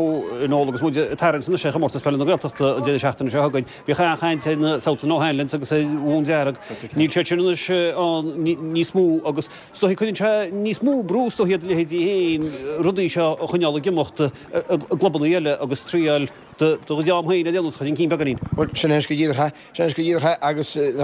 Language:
Irish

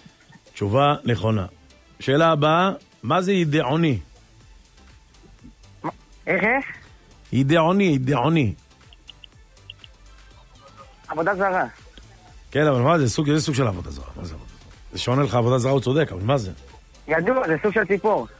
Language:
Hebrew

